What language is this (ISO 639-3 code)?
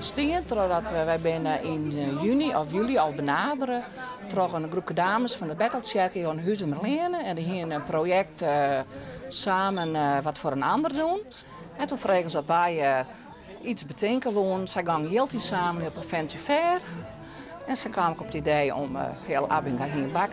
fry